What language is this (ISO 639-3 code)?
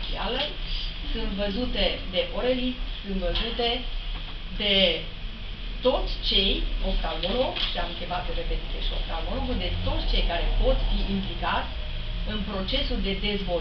ron